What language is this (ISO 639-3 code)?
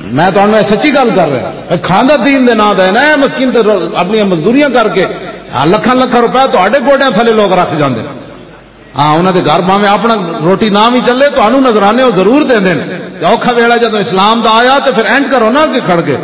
lah